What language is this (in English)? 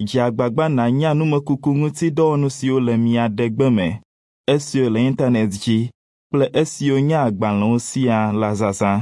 Ewe